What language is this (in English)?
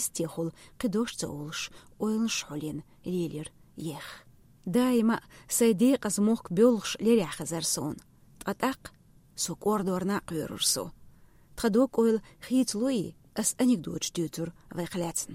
Chechen